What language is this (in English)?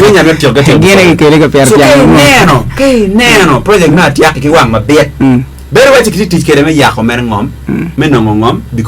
Acoli